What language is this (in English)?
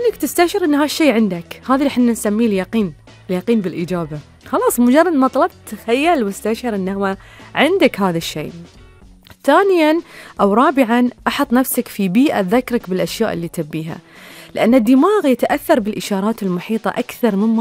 Gulf Arabic